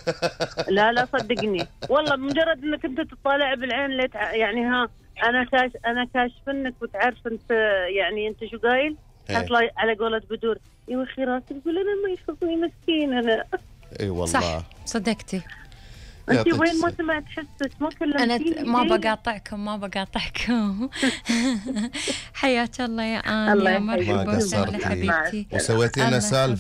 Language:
Gulf Arabic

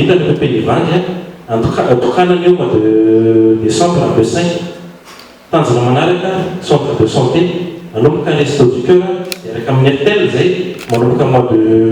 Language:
Malagasy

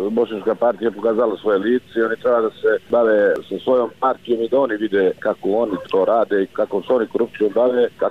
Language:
Serbian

